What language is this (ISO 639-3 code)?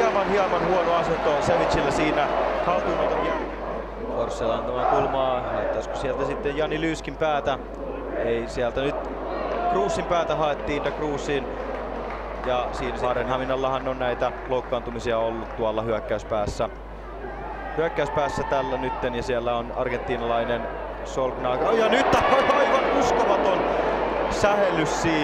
fin